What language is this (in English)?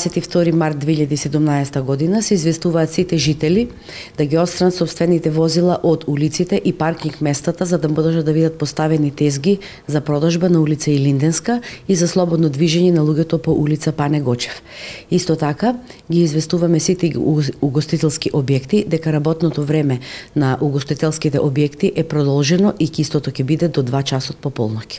Macedonian